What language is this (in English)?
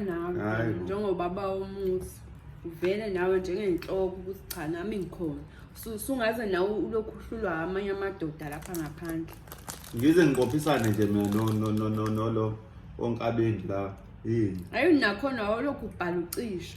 Zulu